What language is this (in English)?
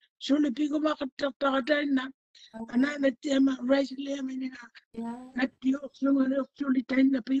Māori